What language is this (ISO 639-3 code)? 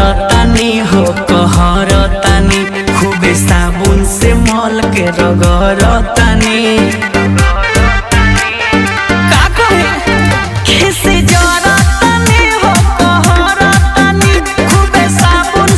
bho